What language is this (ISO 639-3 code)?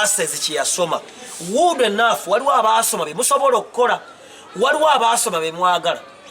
lug